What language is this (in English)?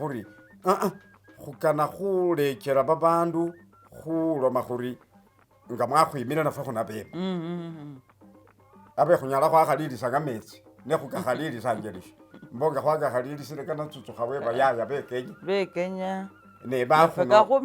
Masaaba